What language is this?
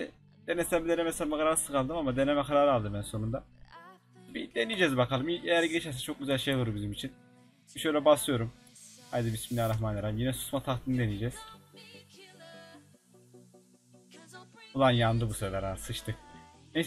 Turkish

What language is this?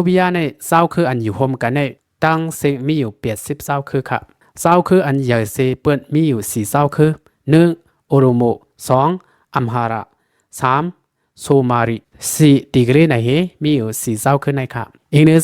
Shan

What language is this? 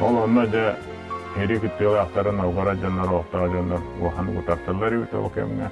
Yakut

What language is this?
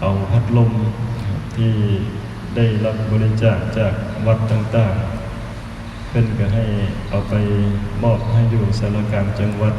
Lao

